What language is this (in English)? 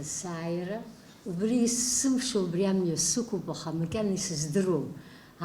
Abkhazian